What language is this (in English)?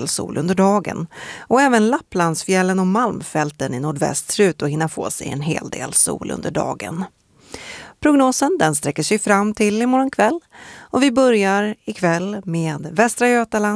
Swedish